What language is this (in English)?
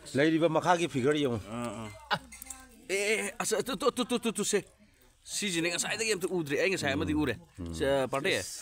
Manipuri